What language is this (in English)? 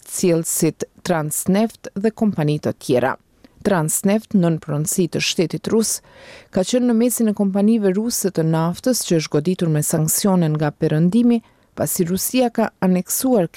Albanian